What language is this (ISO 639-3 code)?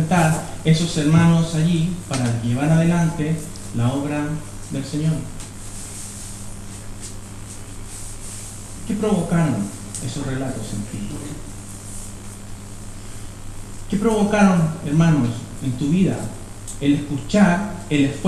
spa